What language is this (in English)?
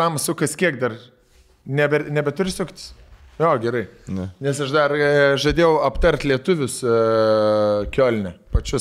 Lithuanian